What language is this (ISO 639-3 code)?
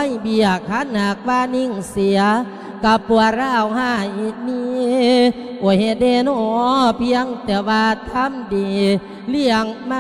lao